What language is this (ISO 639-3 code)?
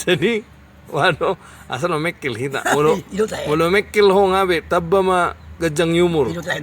bbc